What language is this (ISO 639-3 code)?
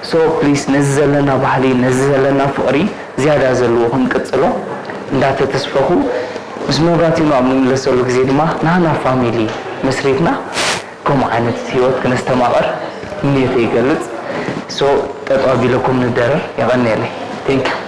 tir